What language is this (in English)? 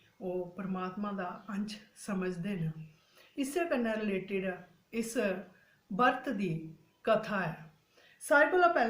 Dogri